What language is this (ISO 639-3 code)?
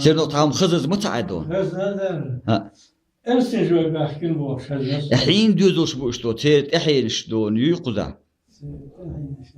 che